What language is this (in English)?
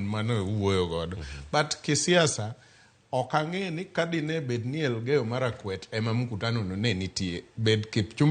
Luo (Kenya and Tanzania)